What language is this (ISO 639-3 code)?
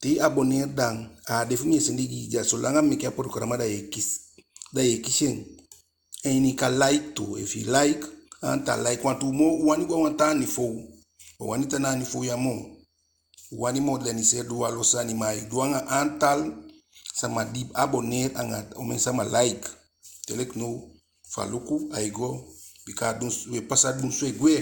djk